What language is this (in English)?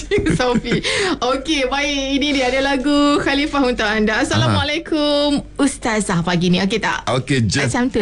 Malay